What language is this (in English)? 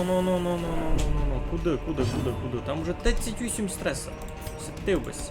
Rusyn